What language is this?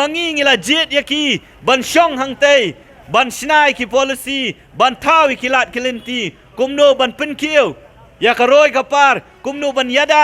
Khasi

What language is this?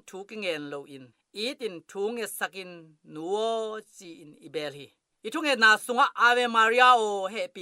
Tedim Chin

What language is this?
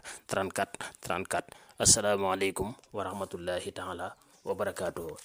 Wolof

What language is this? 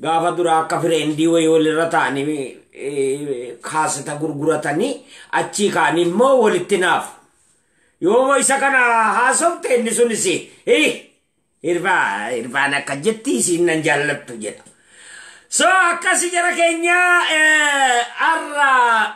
Oromo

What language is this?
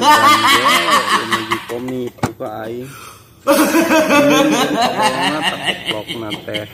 Sundanese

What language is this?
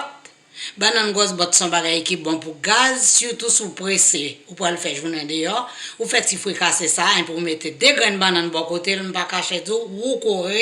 Haitian Creole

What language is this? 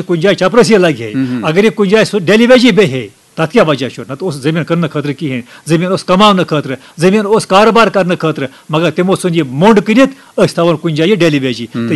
Kashmiri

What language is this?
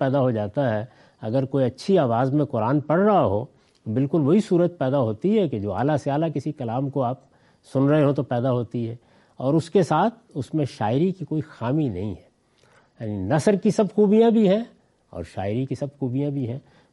Urdu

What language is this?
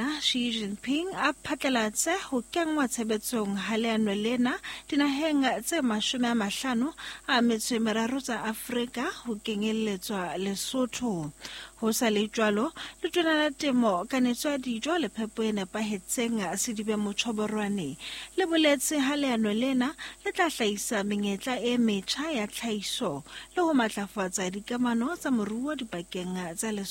Southern Sotho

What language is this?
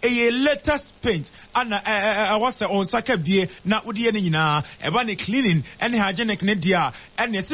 Akan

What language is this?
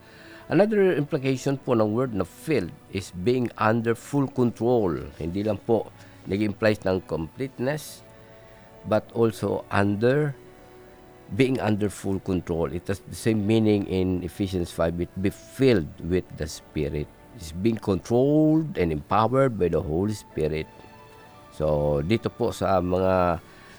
Filipino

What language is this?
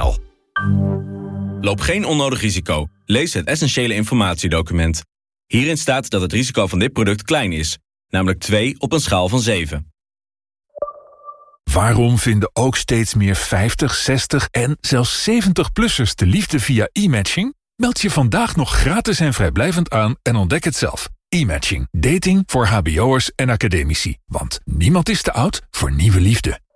Dutch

